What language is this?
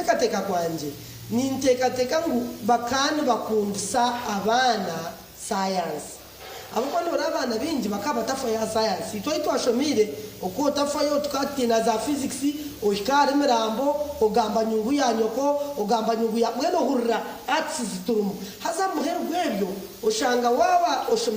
Nyankole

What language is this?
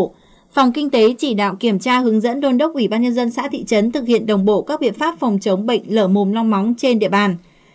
Vietnamese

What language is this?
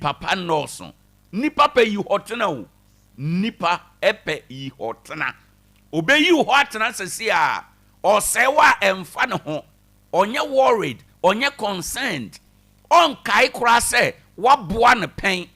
Akan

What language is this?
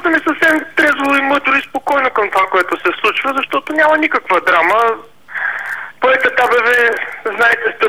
Bulgarian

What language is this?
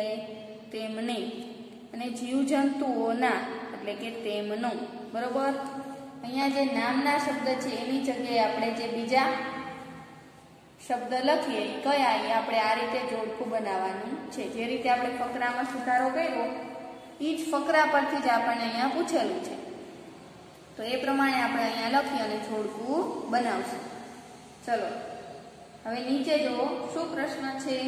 Gujarati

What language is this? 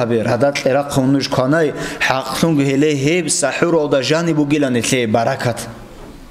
Avaric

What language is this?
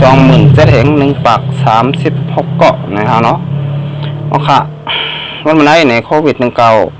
Shan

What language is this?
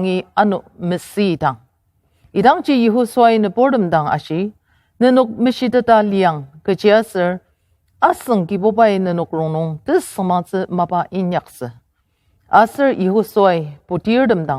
Ao Naga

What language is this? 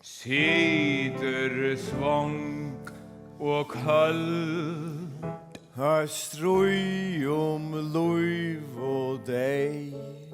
Faroese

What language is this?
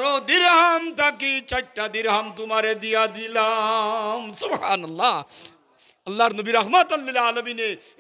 Sylheti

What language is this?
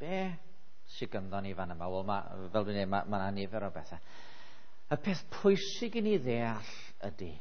Welsh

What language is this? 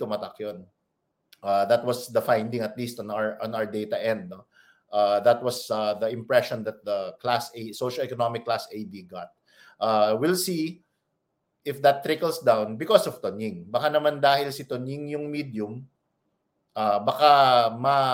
Filipino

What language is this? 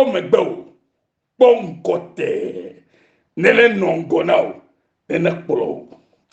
Ewe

